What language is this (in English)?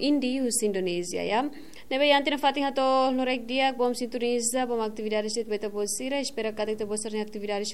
Tetum